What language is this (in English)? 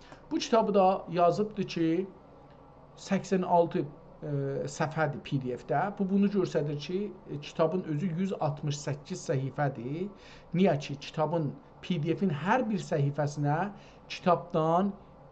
South Azerbaijani